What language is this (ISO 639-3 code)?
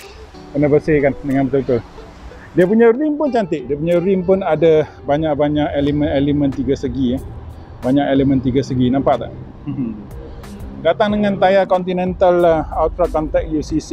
msa